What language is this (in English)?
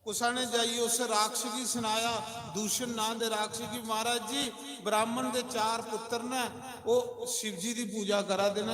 Dogri